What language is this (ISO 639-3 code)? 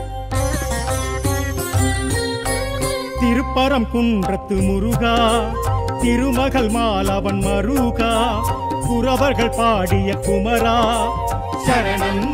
tam